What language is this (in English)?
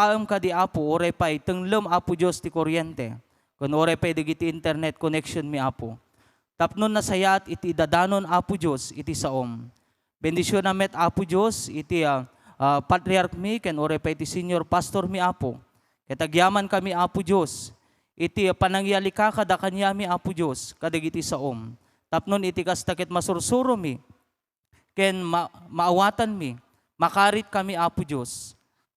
Iloko